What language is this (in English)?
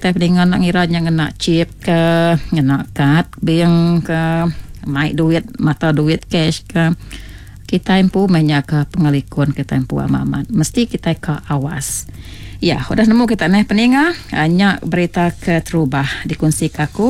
Iban